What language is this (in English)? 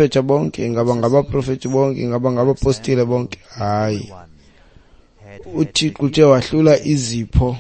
Xhosa